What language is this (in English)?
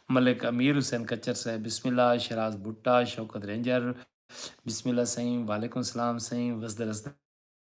Saraiki